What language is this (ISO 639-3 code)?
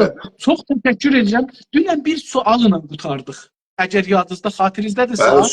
azb